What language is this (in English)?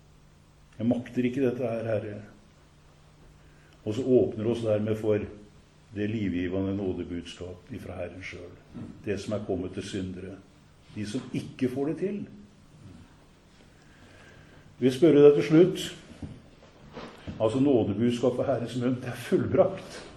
Norwegian